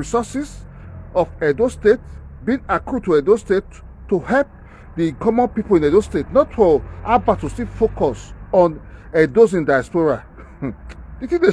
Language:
Nigerian Pidgin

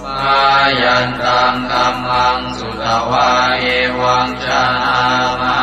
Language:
Pali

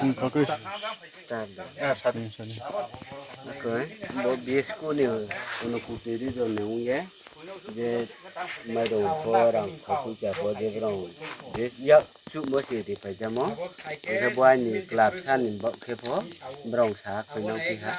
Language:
Riang (India)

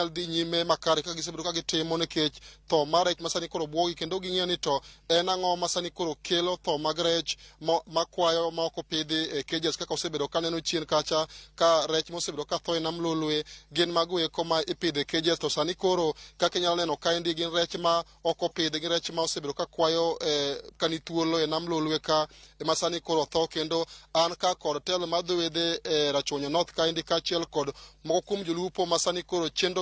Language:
Luo (Kenya and Tanzania)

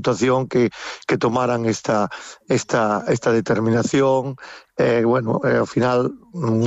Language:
Galician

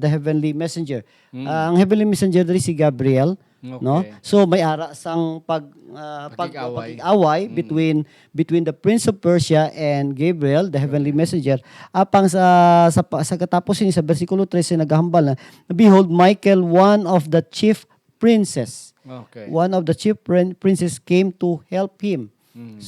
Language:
Hiligaynon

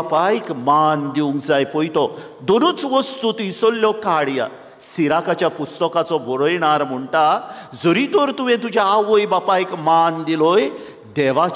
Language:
Konkani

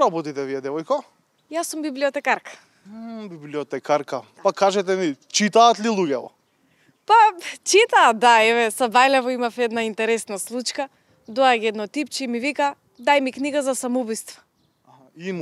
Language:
Macedonian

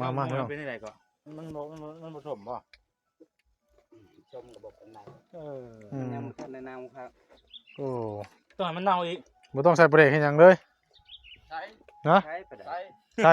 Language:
Northeastern Thai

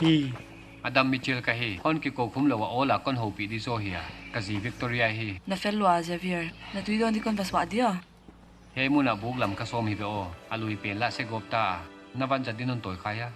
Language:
Paite Chin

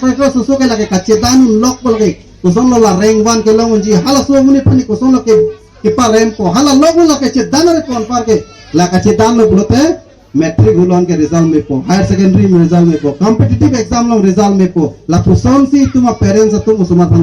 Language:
Karbi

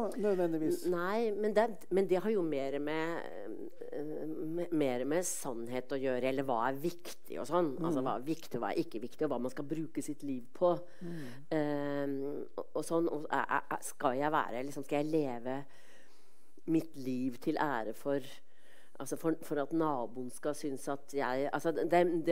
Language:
Norwegian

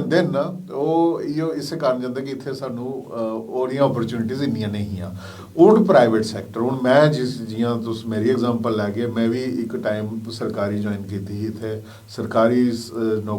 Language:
Dogri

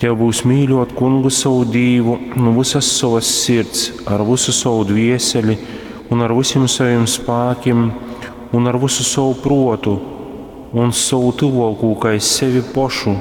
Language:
Latgalian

